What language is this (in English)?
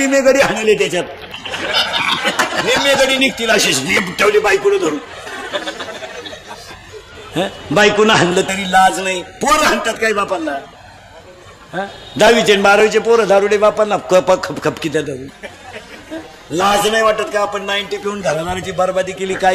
Marathi